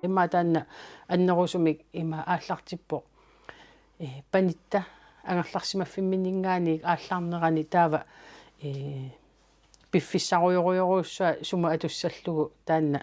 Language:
Kalaallisut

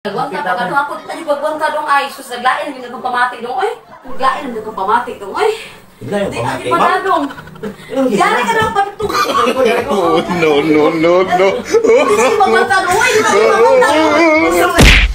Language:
Cebuano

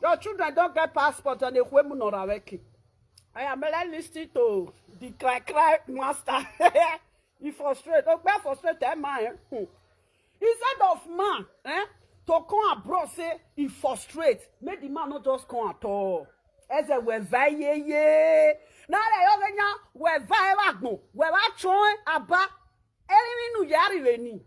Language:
Nigerian Pidgin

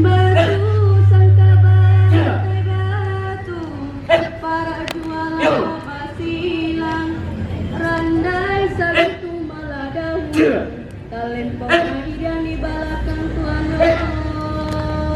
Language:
Minangkabau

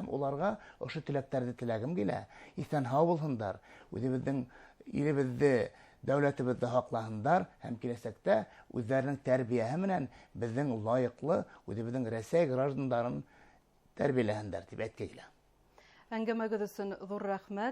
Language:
Bashkir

